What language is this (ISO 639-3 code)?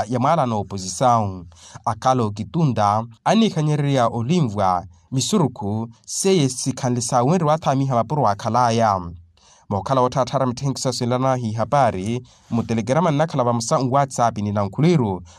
vmw